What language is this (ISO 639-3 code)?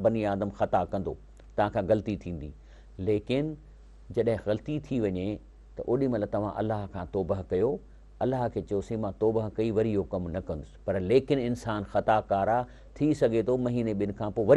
snd